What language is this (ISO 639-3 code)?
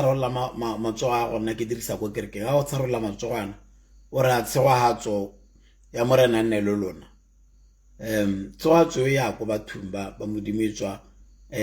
tsn